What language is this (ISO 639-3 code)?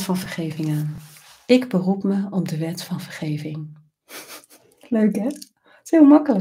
nld